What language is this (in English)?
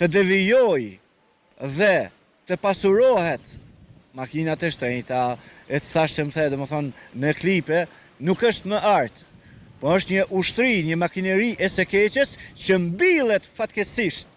Albanian